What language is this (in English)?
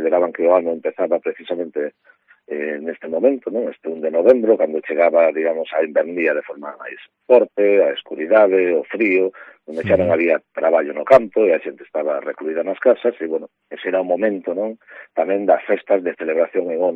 Galician